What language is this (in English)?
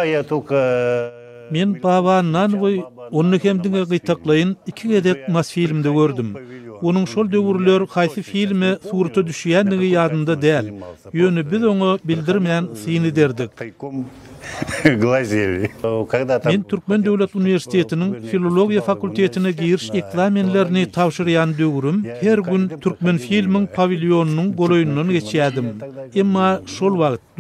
Turkmen